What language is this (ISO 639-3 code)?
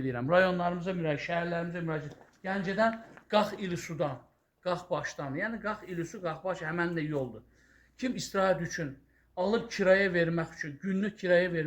aze